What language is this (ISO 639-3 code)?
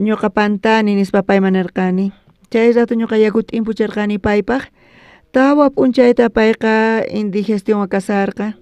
quh